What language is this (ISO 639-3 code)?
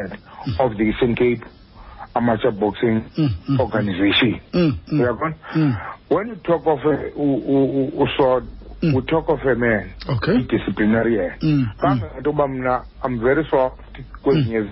xho